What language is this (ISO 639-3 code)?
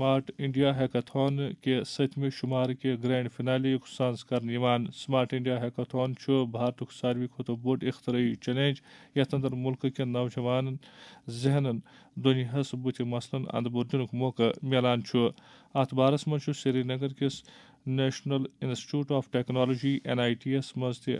kas